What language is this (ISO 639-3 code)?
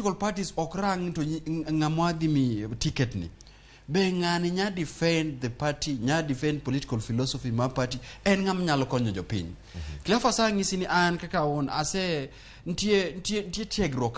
luo